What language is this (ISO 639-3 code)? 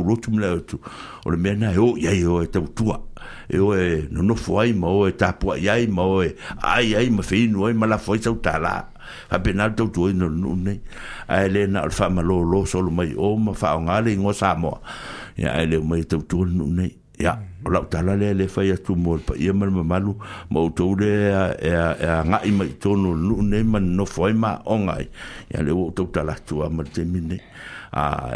smo